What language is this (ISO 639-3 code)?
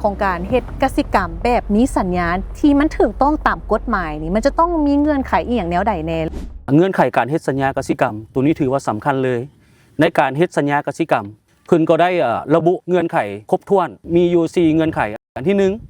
lao